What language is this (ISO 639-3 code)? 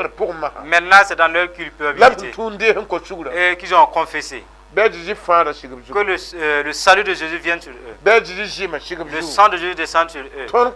mos